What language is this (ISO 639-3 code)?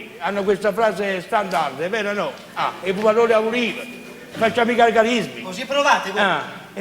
nap